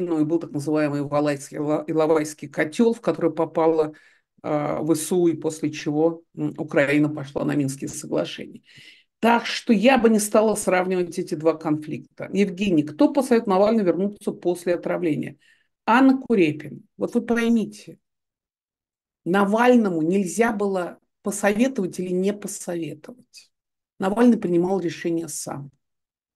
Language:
Russian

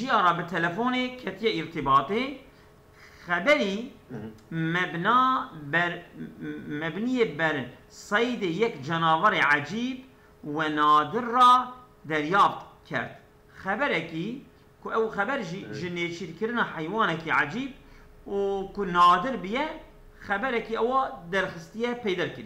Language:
Kurdish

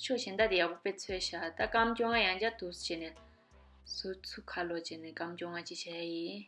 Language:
Tibetan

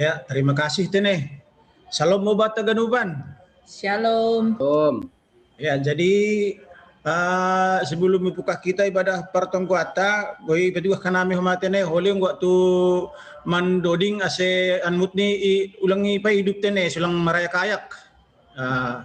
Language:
Batak Simalungun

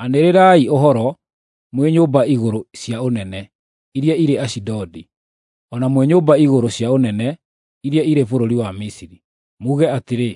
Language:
Kikuyu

